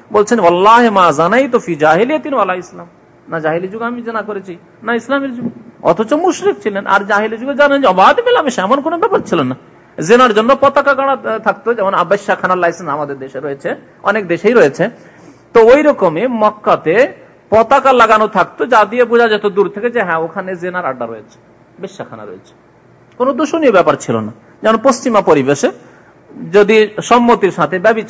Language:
Bangla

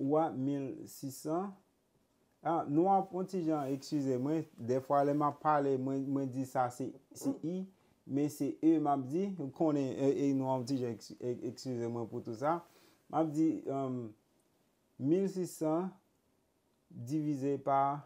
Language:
Haitian Creole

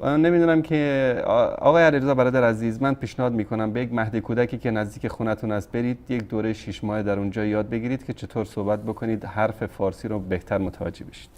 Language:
Persian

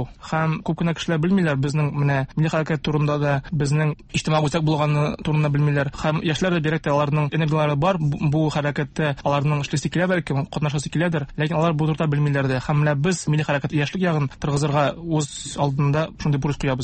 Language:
Tatar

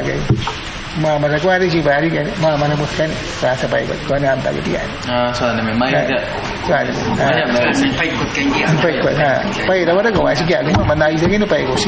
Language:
Awa-Cuaiquer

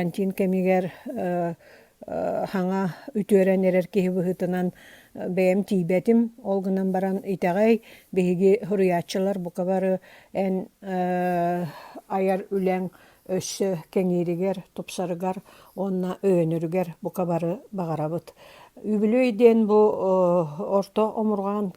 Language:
Yakut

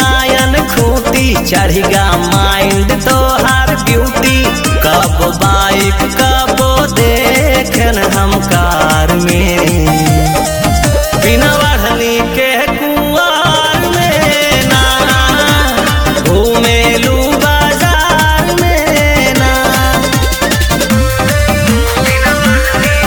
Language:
Bhojpuri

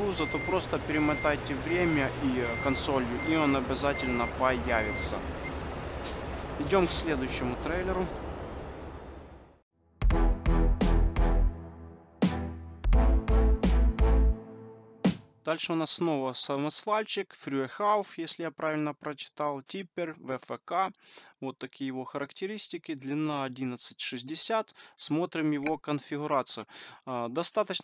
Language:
Russian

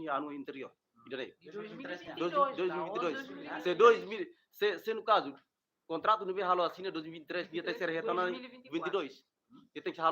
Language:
Tetum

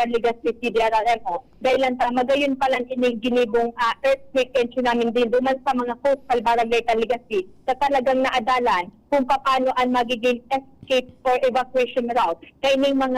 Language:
Bikol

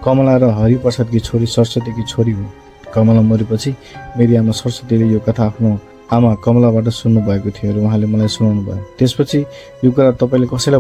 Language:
Nepali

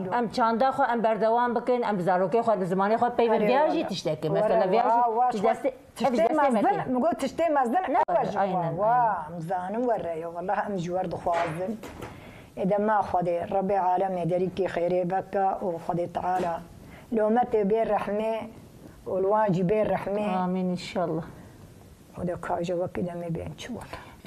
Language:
Kurdish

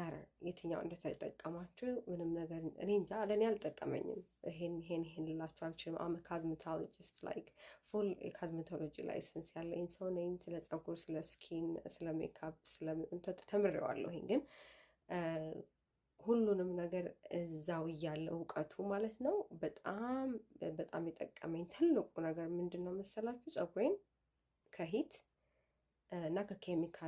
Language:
Amharic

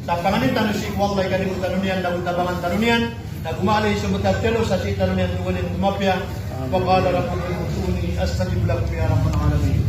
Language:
Maranao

